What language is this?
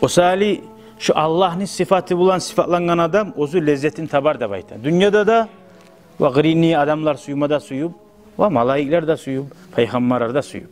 Kumyk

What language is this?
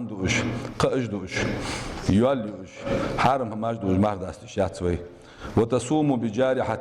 Ingush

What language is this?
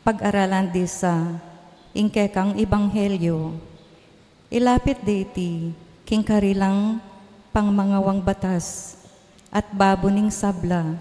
Pampanga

